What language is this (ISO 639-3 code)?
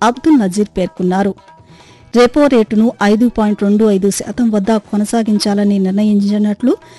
tel